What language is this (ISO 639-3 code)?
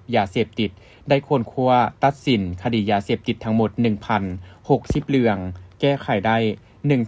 lao